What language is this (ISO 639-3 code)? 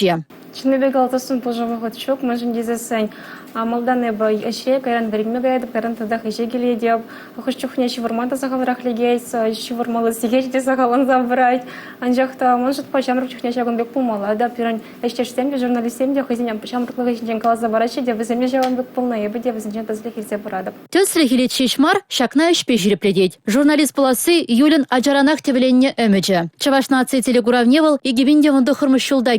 chv